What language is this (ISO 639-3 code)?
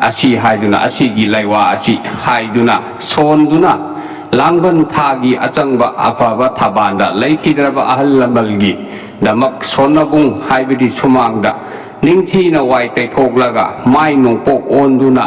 mni